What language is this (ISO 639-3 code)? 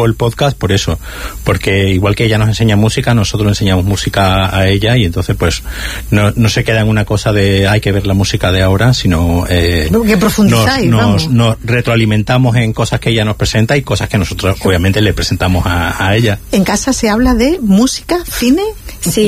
spa